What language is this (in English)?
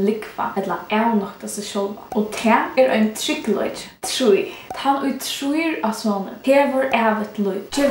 Faroese